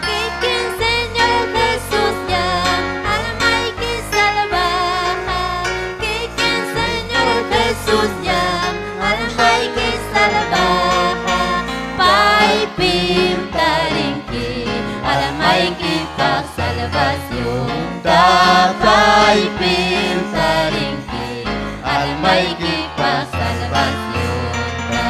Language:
Ayacucho Quechua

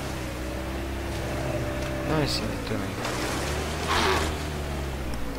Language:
Croatian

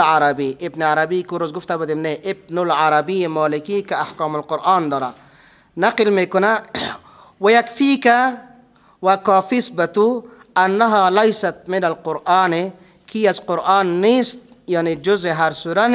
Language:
Persian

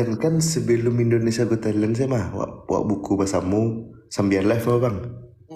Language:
Minangkabau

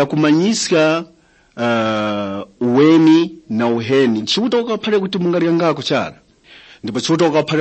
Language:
Tumbuka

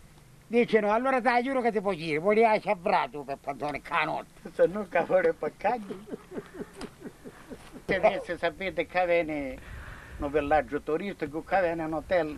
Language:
Italian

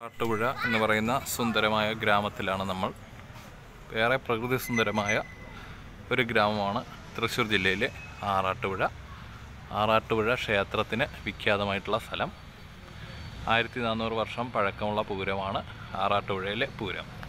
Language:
Malayalam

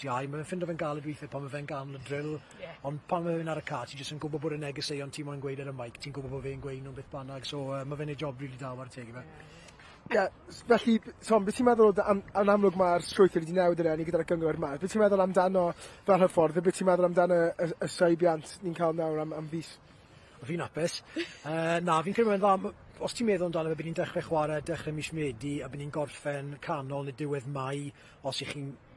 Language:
Welsh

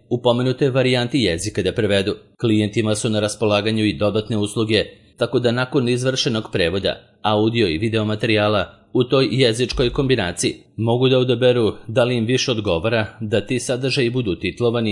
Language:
Serbian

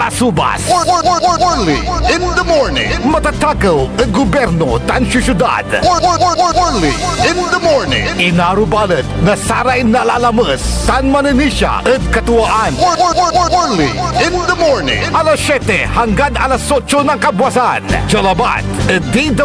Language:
Pangasinan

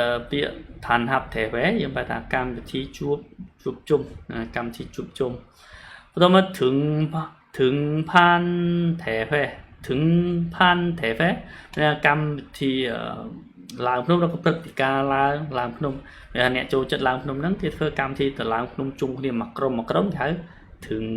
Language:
Khmer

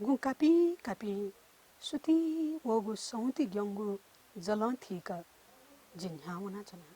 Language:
Newari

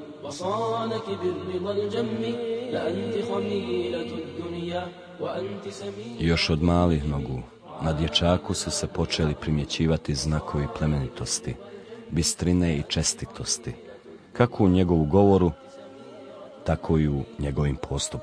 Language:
Bosnian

